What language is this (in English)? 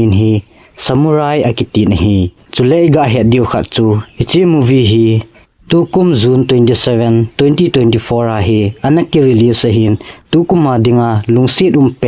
Thado Chin